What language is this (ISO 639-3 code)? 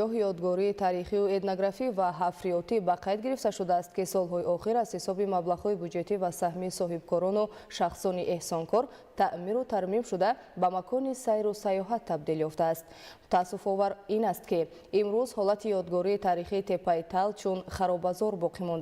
tgk